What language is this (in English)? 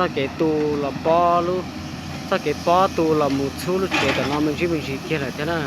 Hmong